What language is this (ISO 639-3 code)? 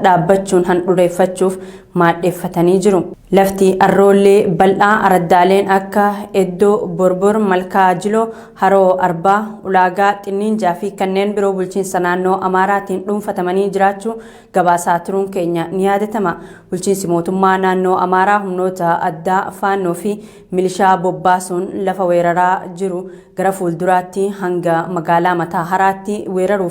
orm